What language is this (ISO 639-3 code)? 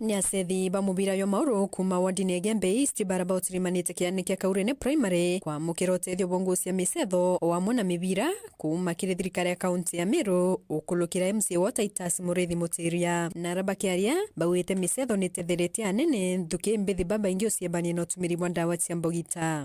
mer